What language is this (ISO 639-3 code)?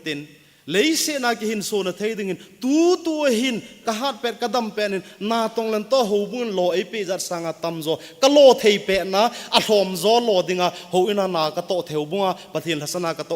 tcz